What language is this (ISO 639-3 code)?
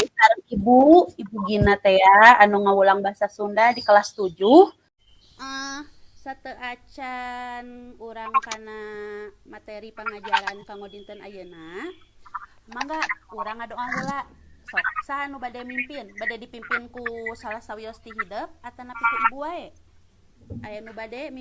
sun